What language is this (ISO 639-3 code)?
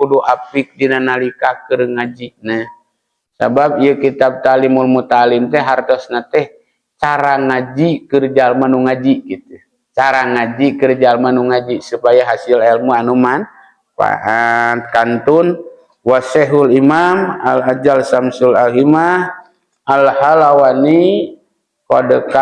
sun